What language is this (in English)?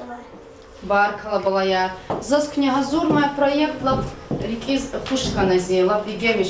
Lezghian